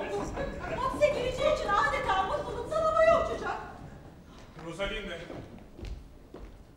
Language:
Turkish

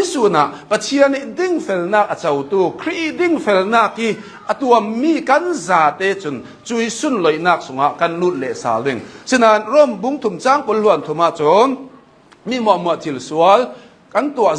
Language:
Hakha Chin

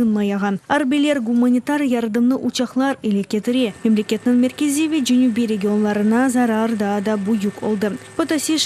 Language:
Crimean Tatar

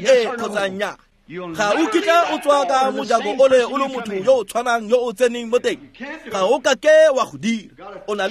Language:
Tswana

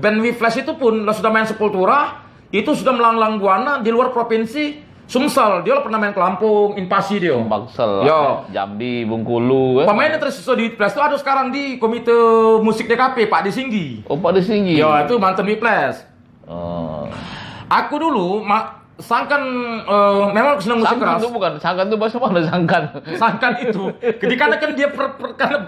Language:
Musi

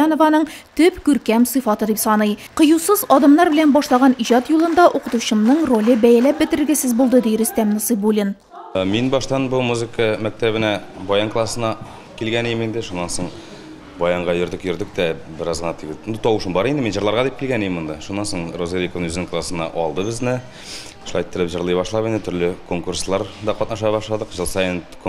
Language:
Tatar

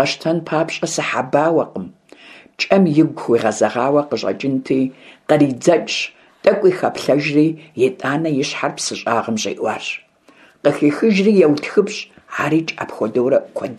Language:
Kabardian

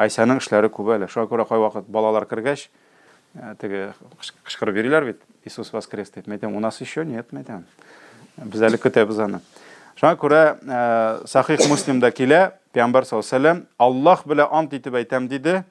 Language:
Tatar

